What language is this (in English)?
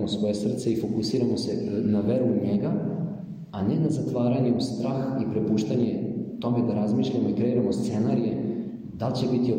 Serbian